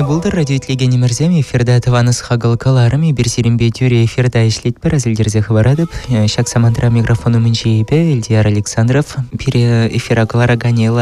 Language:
Chuvash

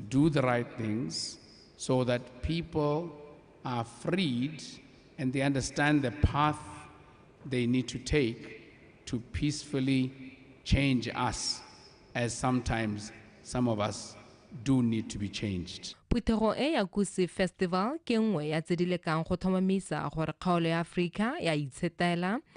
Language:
Tswana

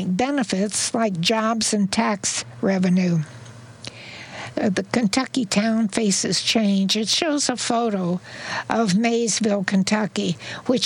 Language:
English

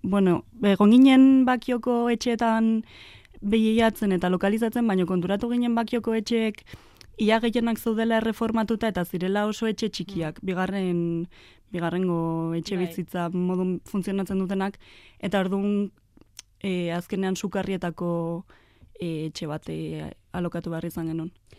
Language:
Basque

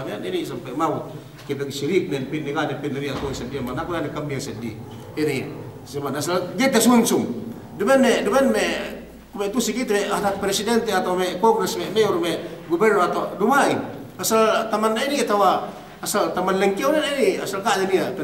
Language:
Yakan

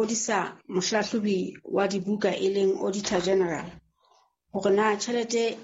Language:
Southern Sotho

